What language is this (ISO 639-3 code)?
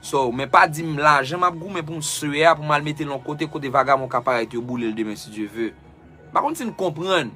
hat